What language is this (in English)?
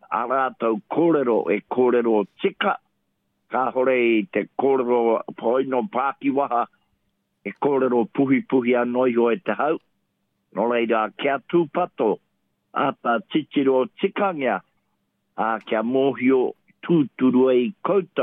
Māori